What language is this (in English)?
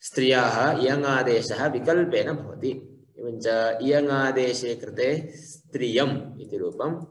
Sanskrit